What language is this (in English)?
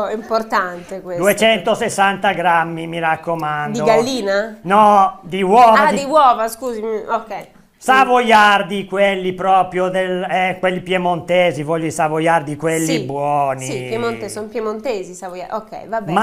Italian